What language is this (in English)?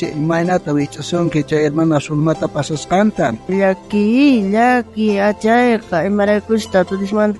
South Bolivian Quechua